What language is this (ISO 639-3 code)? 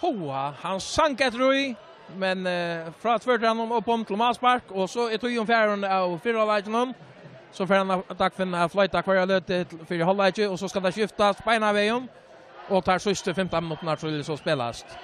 fao